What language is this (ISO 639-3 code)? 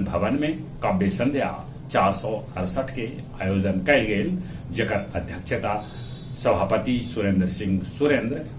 mag